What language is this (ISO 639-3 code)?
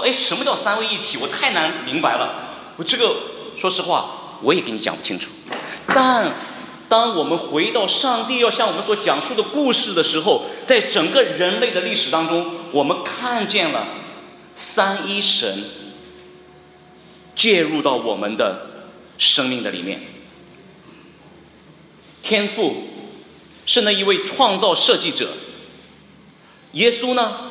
zho